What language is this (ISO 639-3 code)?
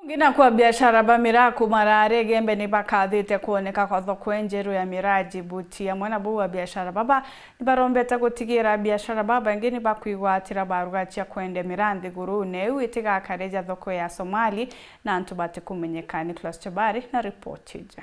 mer